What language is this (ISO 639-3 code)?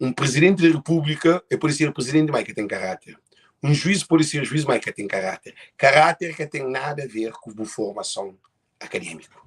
kea